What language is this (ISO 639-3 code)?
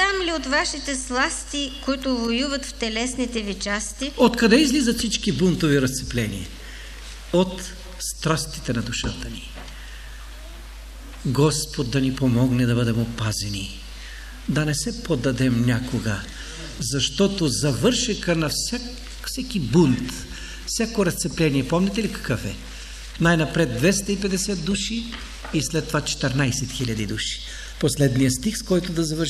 bul